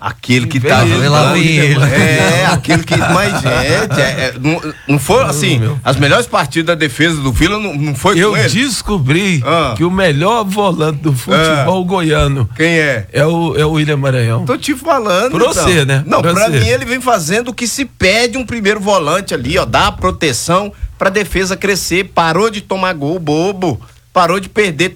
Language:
Portuguese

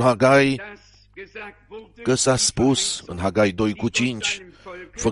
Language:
Romanian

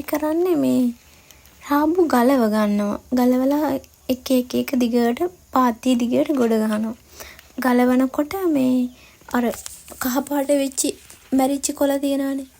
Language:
Sinhala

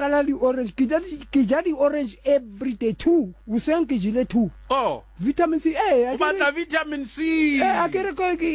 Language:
Southern Sotho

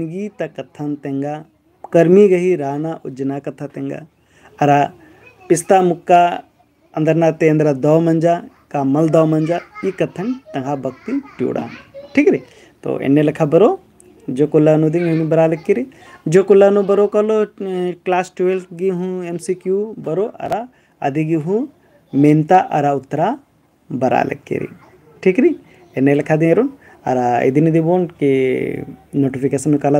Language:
Kurukh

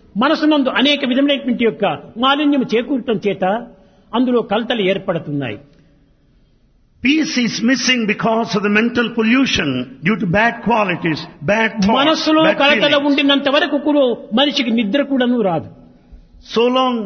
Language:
Telugu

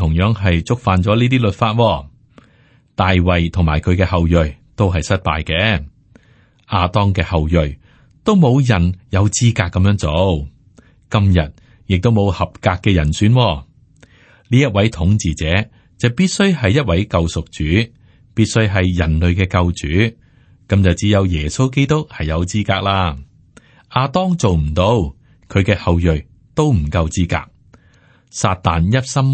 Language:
Cantonese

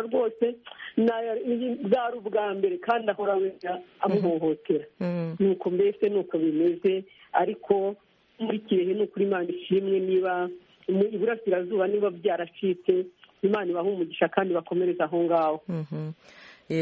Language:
Kinyarwanda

